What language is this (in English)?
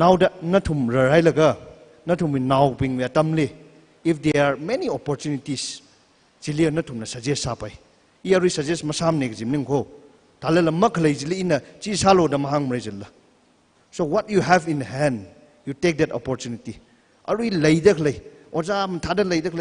Tangkhul Naga (India)